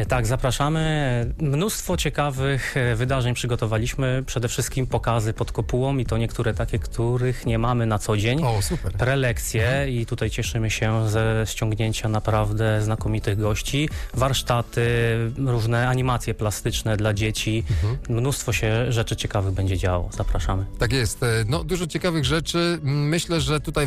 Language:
Polish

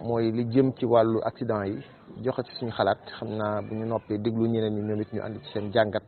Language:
Wolof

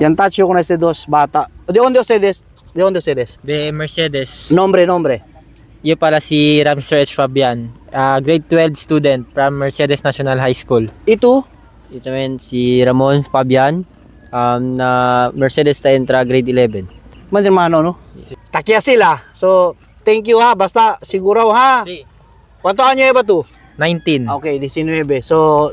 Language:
Chavacano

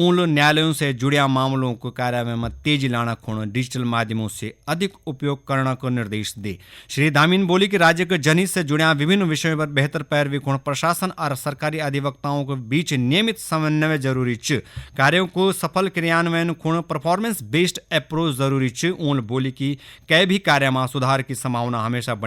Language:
Garhwali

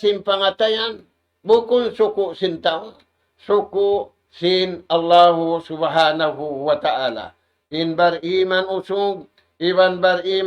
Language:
Tausug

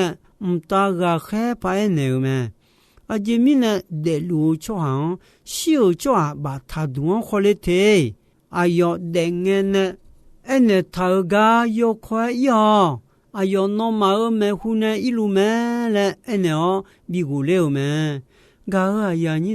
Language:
Akha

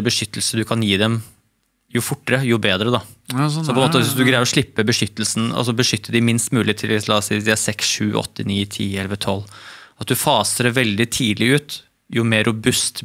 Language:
Norwegian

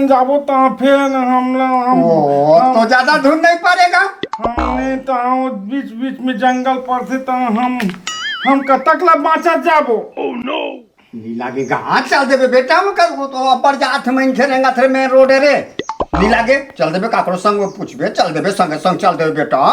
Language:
Chhattisgarhi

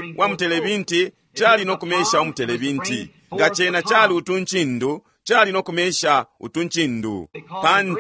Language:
Bemba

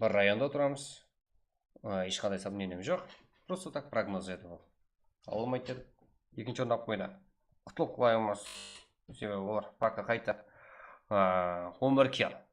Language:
Kara-Kalpak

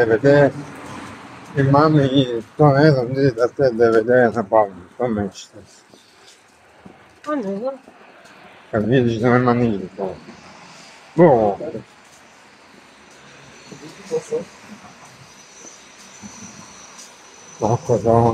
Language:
Croatian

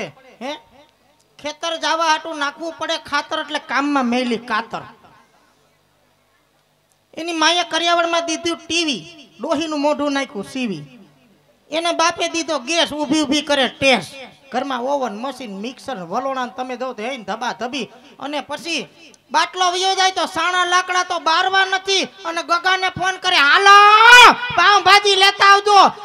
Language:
Gujarati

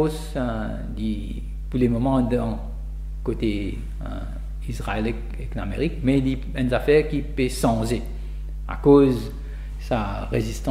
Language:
Morisyen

